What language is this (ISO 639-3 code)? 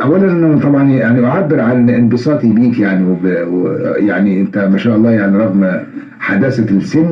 arz